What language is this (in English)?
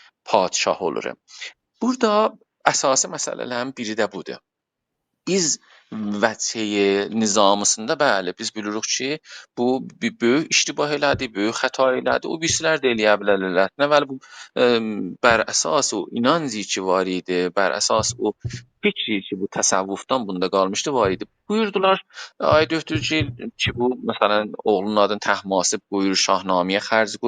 South Azerbaijani